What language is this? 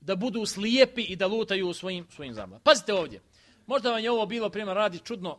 Bosnian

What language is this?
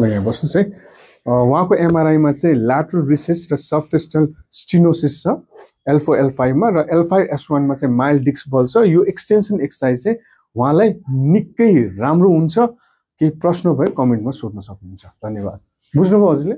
Nepali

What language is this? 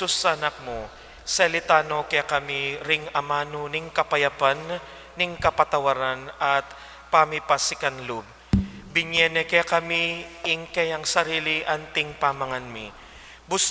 Pampanga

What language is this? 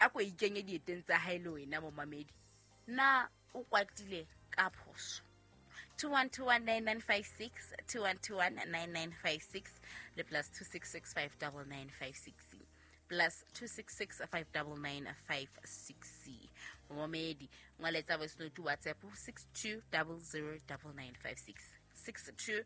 Southern Sotho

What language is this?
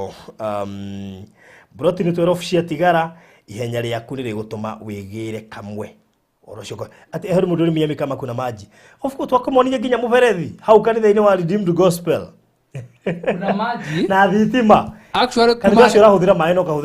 Kikuyu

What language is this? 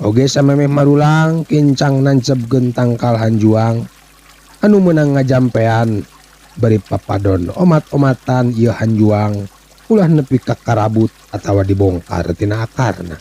Sundanese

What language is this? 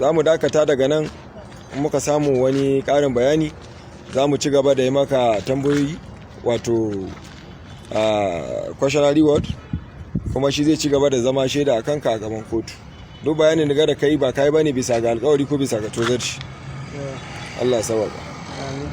Hausa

